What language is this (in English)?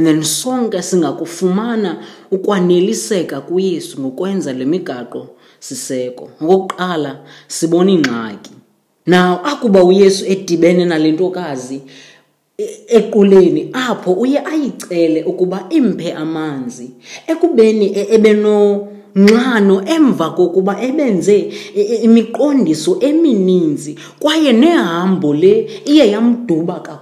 Xhosa